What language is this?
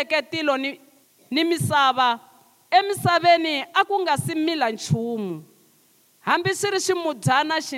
Tsonga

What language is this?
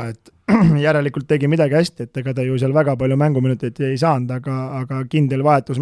Estonian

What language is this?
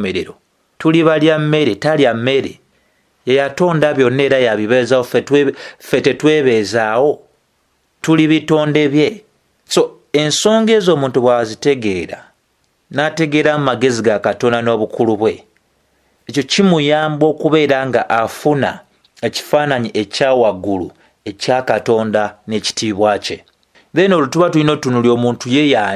Ganda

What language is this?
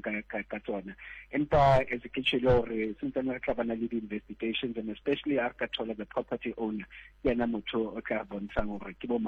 Southern Sotho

